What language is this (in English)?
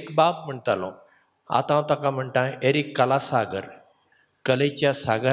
Konkani